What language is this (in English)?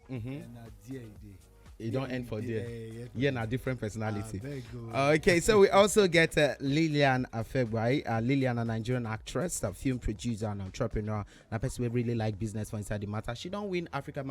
Nigerian Pidgin